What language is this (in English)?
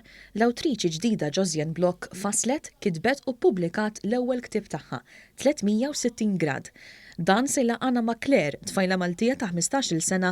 Maltese